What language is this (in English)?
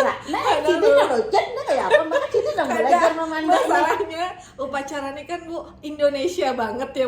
Banjar